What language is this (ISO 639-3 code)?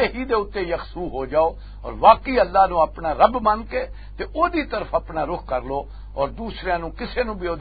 lah